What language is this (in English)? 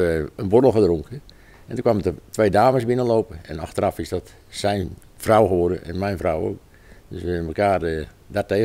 Dutch